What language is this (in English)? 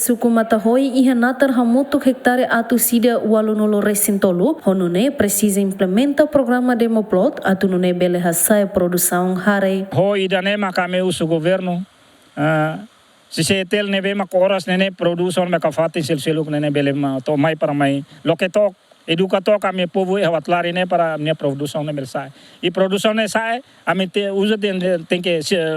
Tetum